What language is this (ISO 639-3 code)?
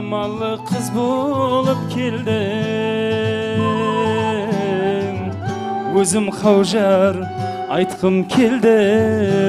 kaa